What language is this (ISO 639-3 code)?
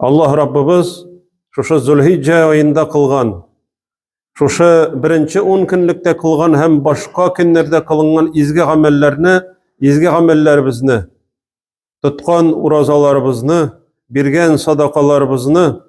tat